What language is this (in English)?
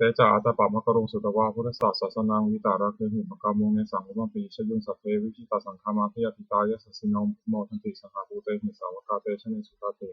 Pali